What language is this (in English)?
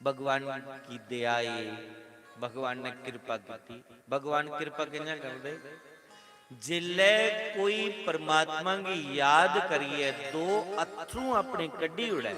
Dogri